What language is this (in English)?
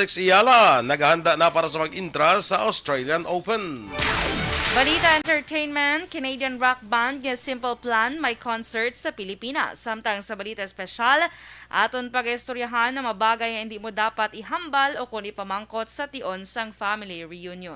Hiligaynon